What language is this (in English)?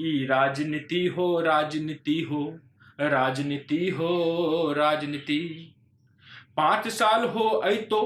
Magahi